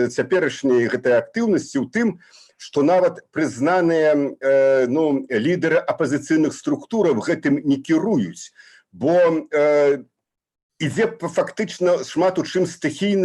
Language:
Belarusian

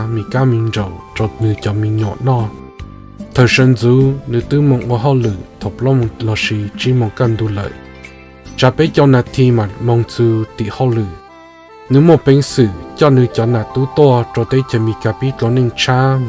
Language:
Hmong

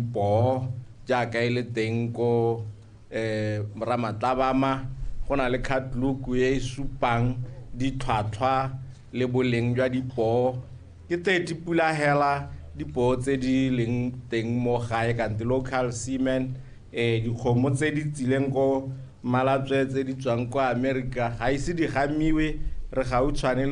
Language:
Tswana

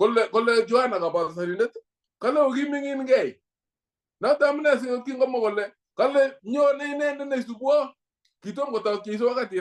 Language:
Kalenjin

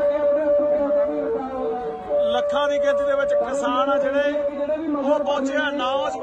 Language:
Punjabi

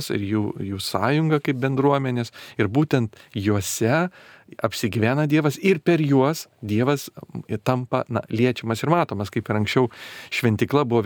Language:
Lithuanian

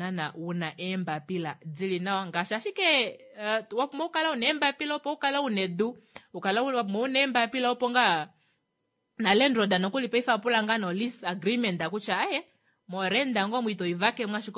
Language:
Kuanyama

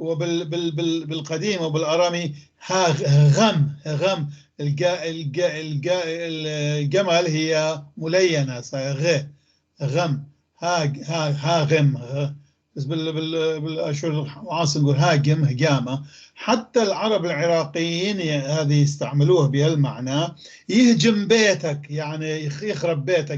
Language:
North Levantine Arabic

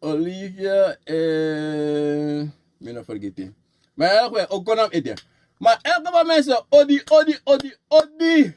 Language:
Sranan Tongo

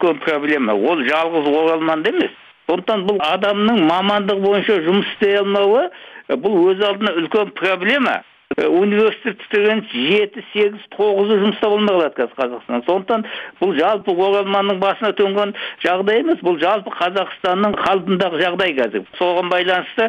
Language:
Kazakh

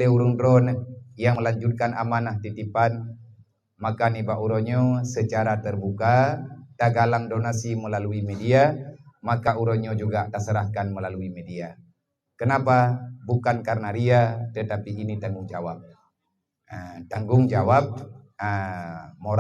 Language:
Achinese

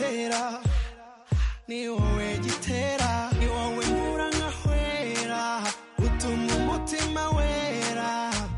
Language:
Kinyarwanda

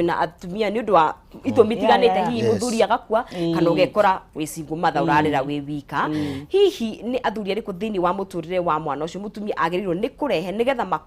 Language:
Kikuyu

